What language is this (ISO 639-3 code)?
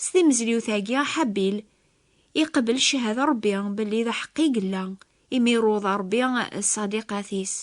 kab